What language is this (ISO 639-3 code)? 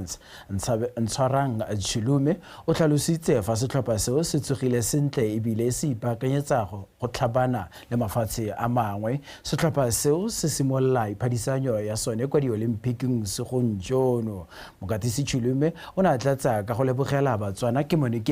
tsn